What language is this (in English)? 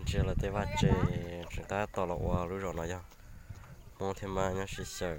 Hmong